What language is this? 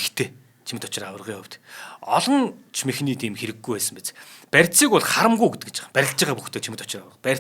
Mongolian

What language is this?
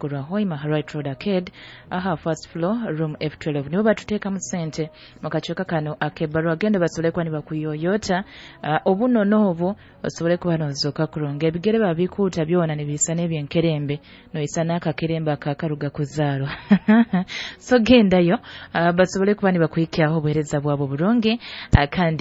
Nyoro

